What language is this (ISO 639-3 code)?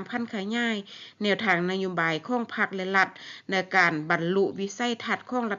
lao